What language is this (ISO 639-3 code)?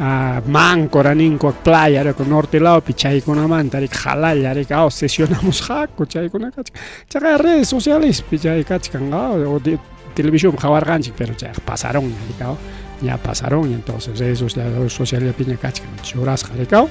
quy